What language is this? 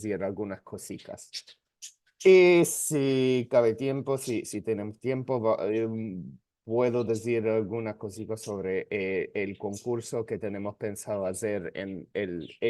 Ladino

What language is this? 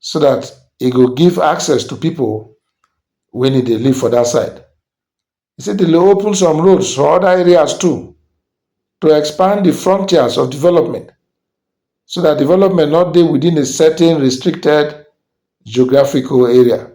Nigerian Pidgin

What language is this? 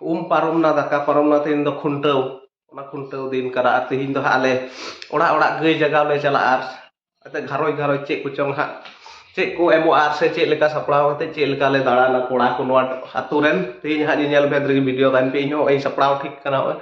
Santali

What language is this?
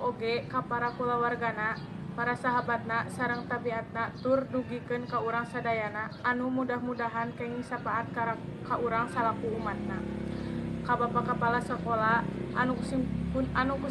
Sundanese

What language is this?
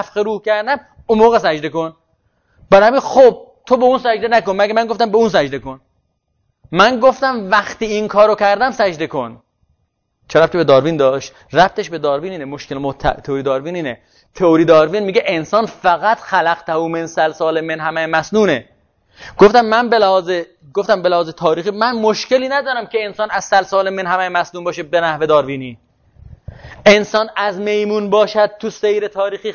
Persian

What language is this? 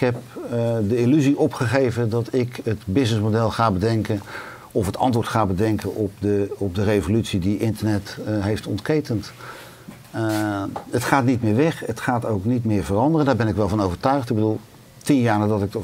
Dutch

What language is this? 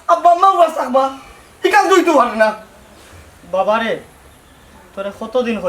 Sylheti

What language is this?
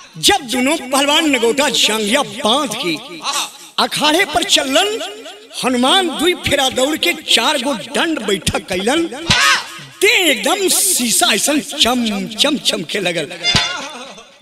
Bhojpuri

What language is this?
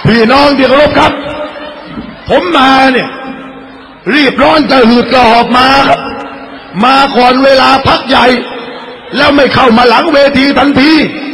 Thai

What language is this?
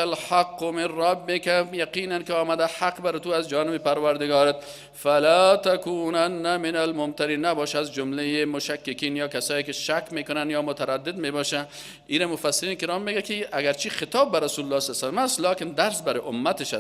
Persian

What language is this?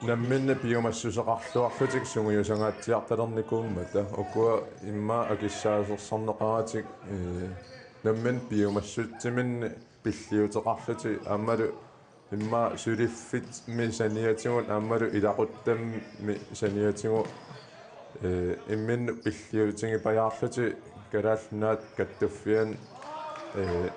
Kalaallisut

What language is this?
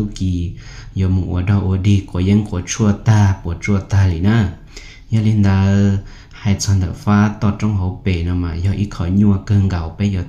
Hmong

